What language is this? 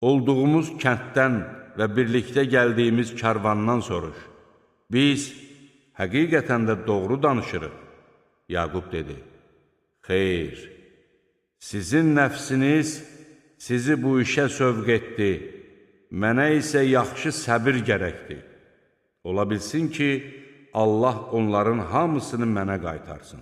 Azerbaijani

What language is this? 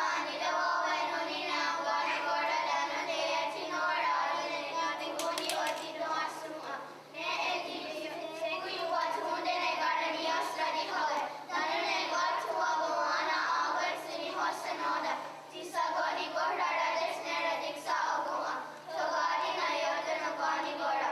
Mohawk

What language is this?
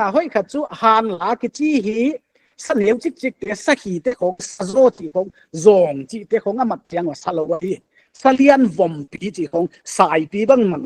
Paite Chin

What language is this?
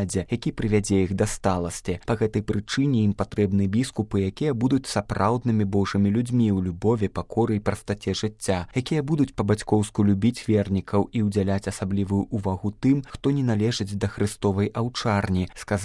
Belarusian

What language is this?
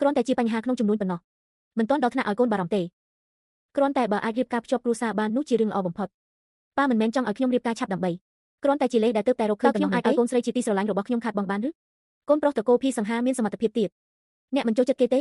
Khmer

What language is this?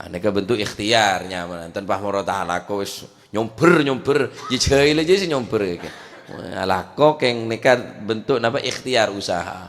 Madurese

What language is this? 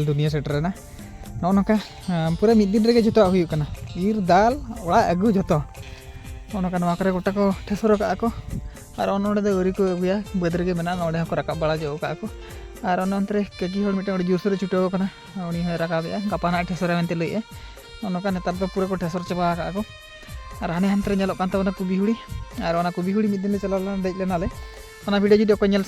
Santali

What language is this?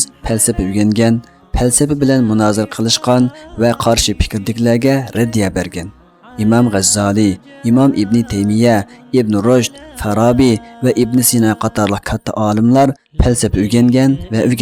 Uyghur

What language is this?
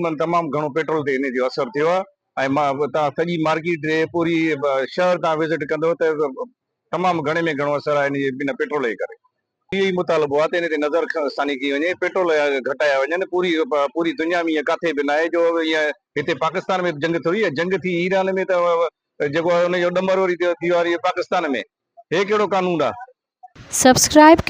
Sindhi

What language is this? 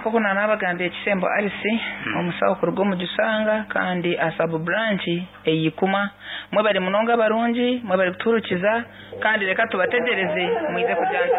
Nyankole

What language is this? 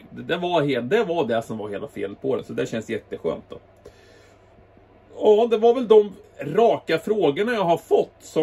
Swedish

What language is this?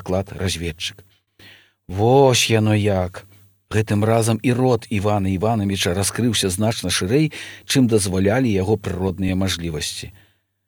Belarusian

